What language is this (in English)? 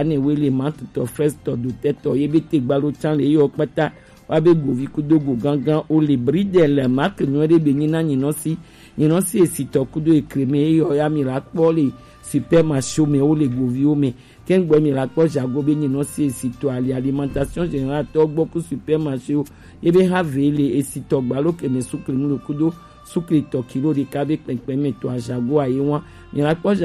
Gen